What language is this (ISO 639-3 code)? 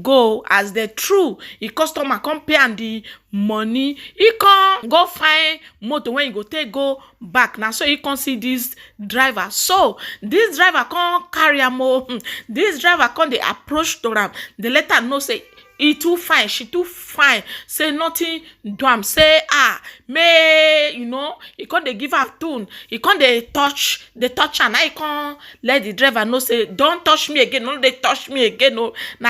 pcm